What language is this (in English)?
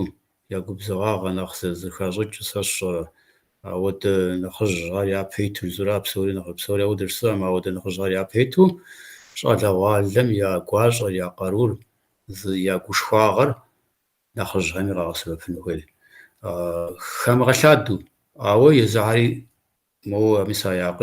Kabardian